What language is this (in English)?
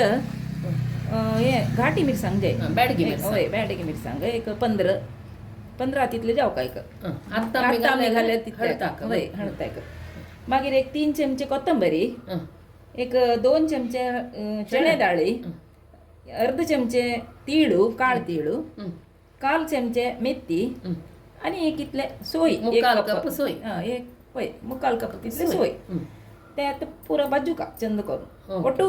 Konkani